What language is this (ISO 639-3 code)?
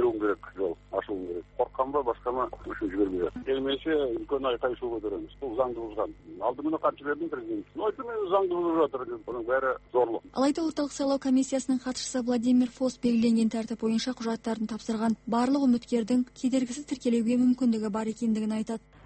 kaz